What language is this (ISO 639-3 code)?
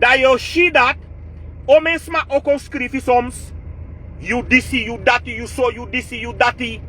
srn